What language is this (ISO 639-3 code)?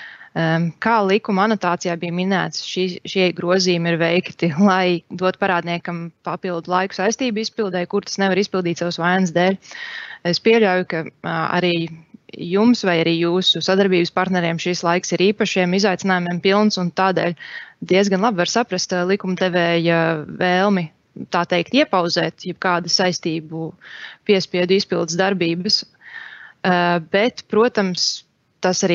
lav